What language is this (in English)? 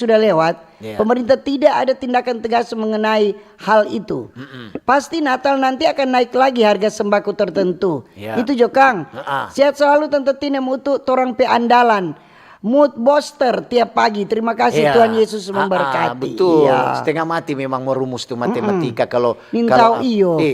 Manado Malay